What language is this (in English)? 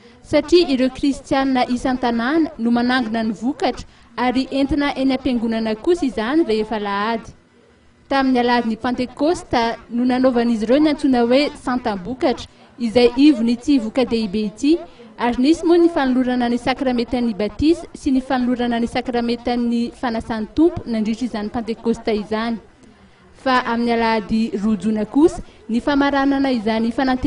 Malagasy